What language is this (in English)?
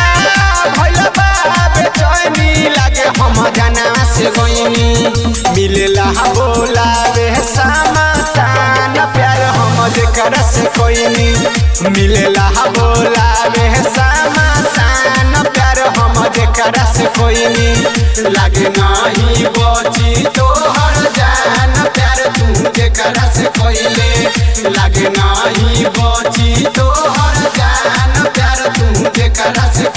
Bhojpuri